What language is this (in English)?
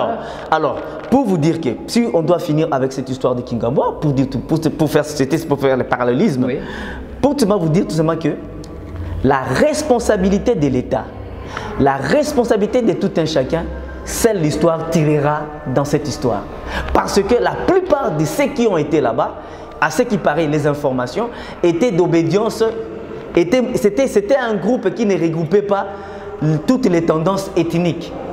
French